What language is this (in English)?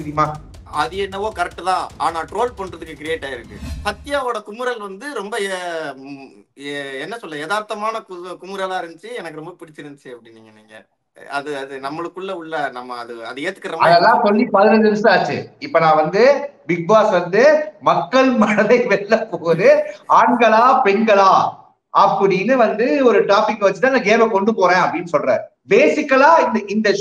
Tamil